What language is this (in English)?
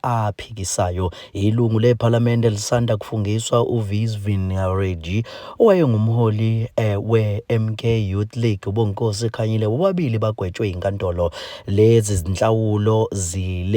Zulu